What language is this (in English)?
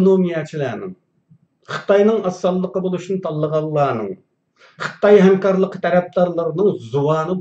Uyghur